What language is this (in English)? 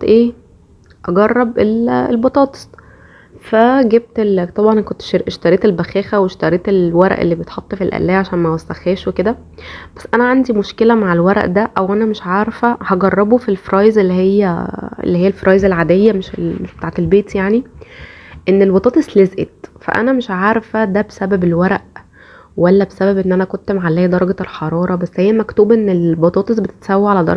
Egyptian Arabic